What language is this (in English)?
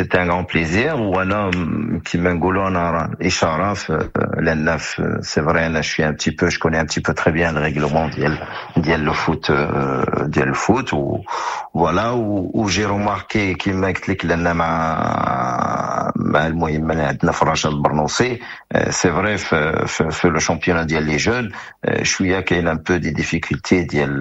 Moroccan Arabic